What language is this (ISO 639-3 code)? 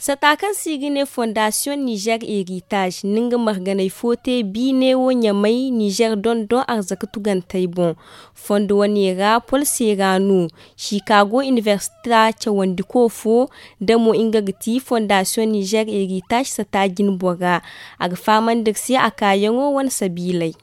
dje